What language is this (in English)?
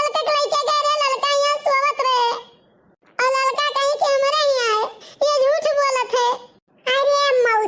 Awadhi